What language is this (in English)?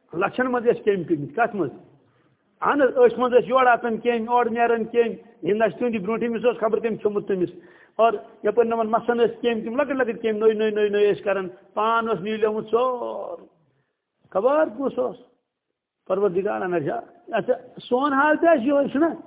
Kashmiri